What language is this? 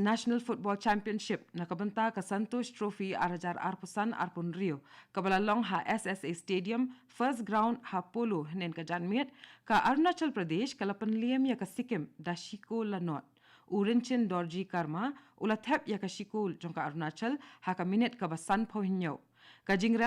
Khasi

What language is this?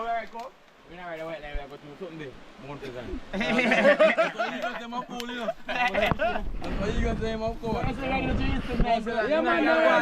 Jamaican Creole English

